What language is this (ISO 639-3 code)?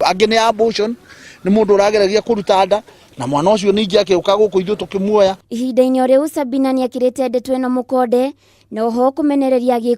kik